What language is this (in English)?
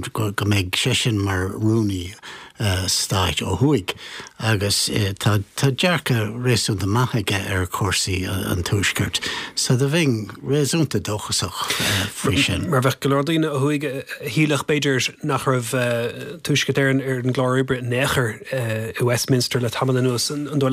Irish